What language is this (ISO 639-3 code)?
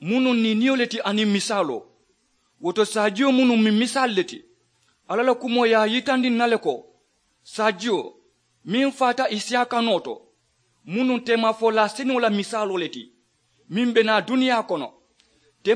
man